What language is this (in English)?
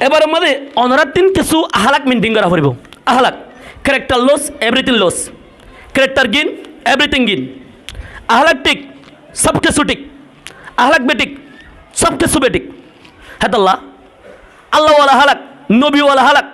Rohingya